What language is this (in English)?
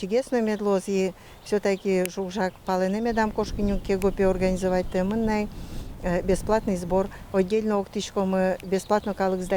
Udmurt